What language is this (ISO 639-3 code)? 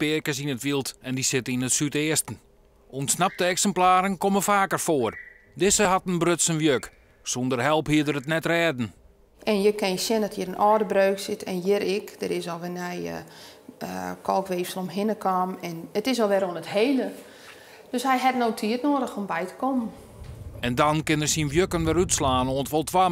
fry